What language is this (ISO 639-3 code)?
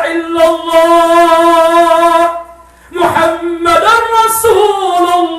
mrw